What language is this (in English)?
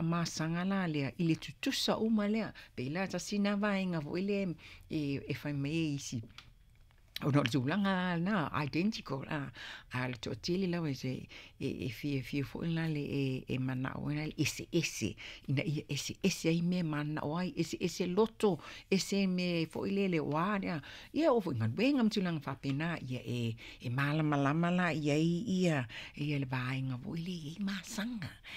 Samoan